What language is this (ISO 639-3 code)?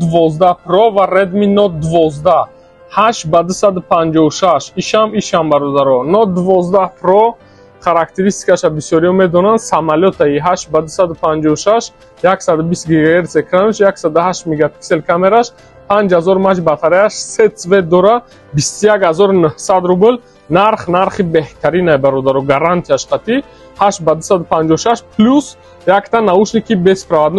tgk